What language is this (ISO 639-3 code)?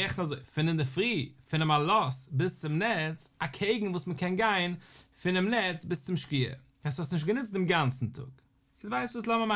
yid